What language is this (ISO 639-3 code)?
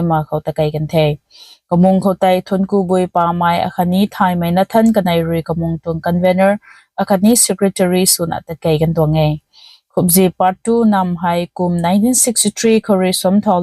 nbu